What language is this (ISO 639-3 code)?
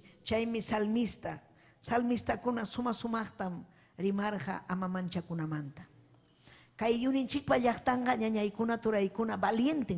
quy